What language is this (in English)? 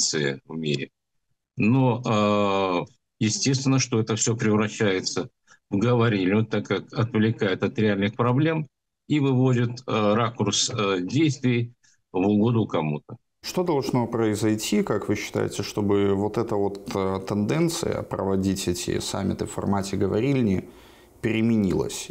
Russian